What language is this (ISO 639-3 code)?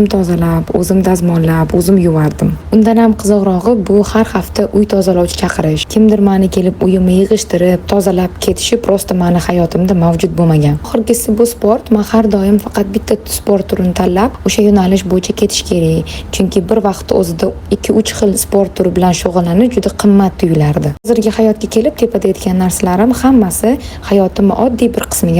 uzb